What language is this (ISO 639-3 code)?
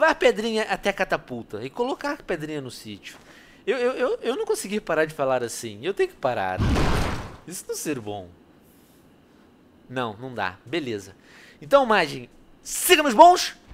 por